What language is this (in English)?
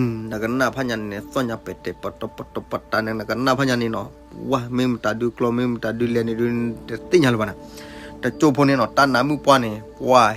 S'gaw Karen